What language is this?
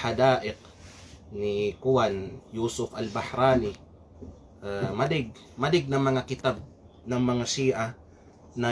Kalagan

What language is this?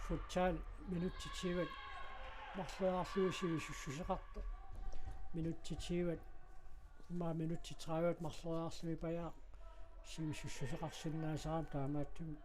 Kalaallisut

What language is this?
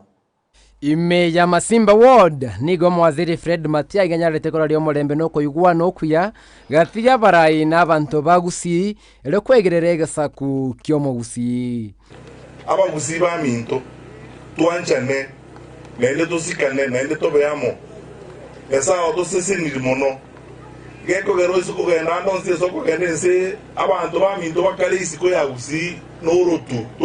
Gusii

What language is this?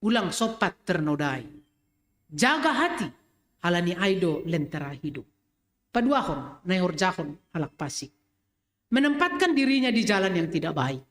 Batak Simalungun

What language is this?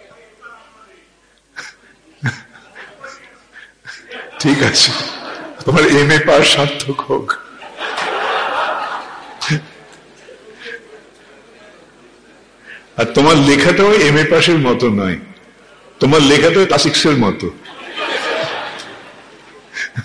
Bangla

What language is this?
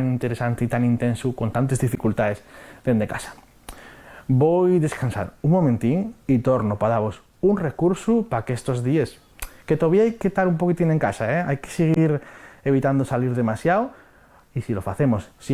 Asturian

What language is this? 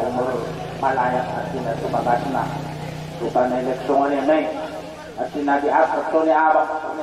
Batak Angkola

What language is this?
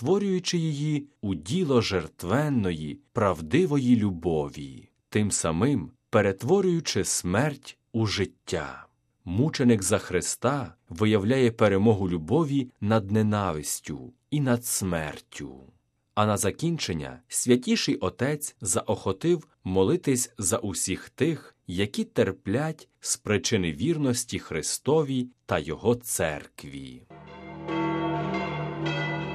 Ukrainian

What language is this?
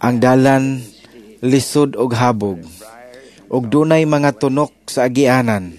Cebuano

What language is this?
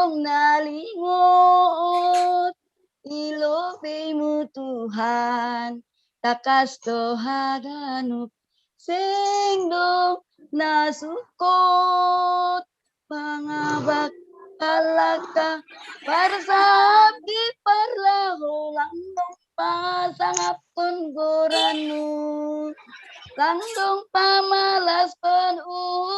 Batak Simalungun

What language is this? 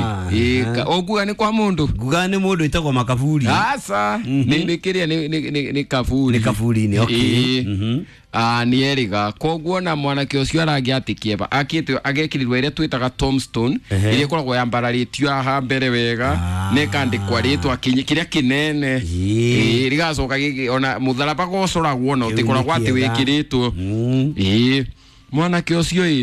Kikuyu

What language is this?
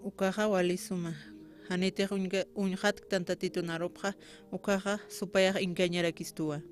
Aymara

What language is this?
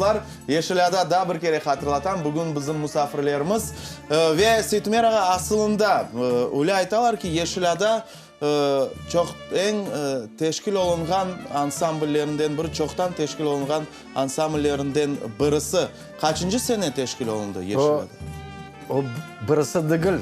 Crimean Tatar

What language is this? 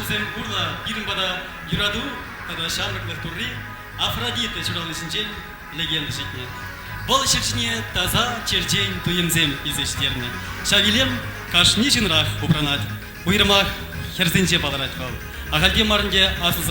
Chuvash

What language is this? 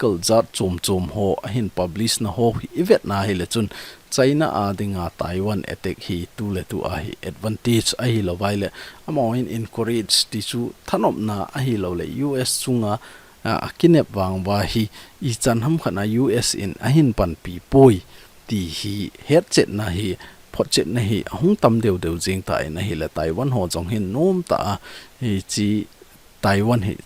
Thado Chin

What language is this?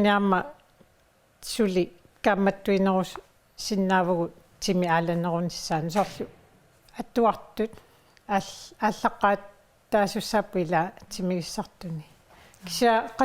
Kalaallisut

